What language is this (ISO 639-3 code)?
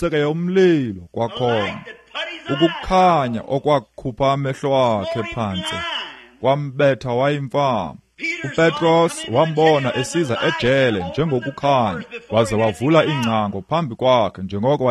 xho